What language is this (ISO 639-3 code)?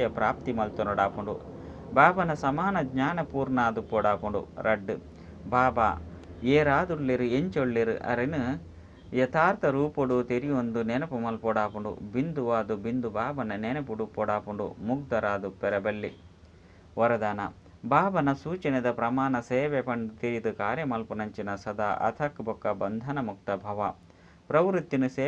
tcy